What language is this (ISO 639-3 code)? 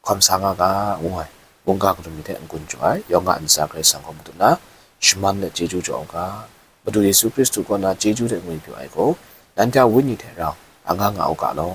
kac